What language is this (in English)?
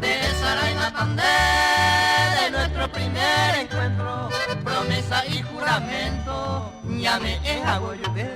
Guarani